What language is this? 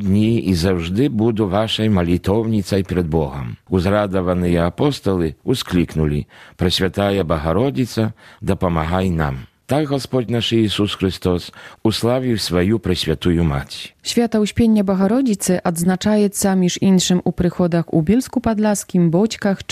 Belarusian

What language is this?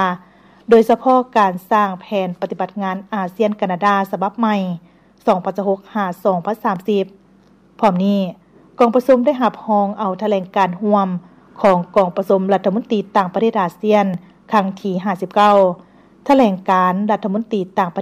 Lao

